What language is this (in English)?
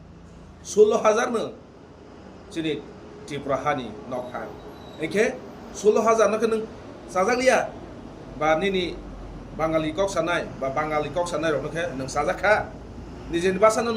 Kok Borok